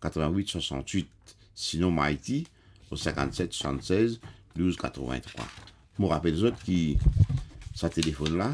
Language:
Morisyen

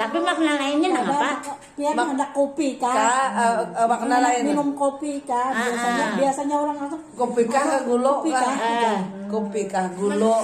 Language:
Banjar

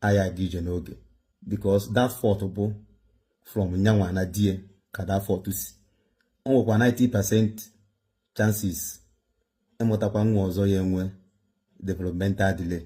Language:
Igbo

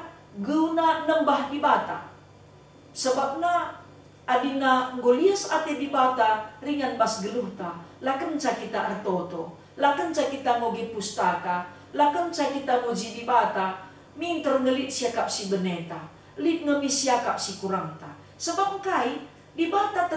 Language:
Batak Karo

